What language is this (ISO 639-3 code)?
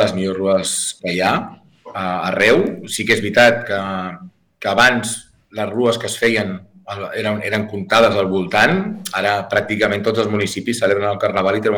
cat